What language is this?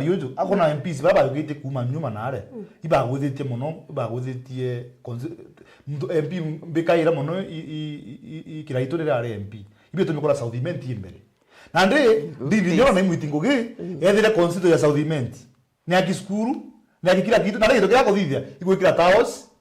Meru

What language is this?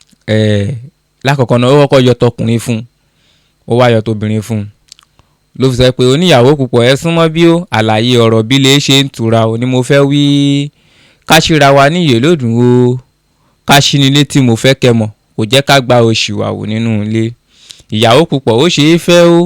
Yoruba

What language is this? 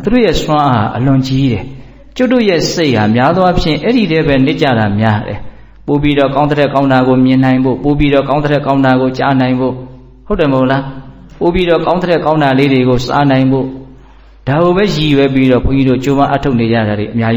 Burmese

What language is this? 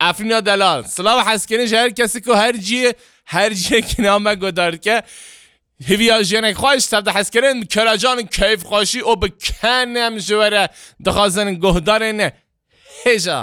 Kurdish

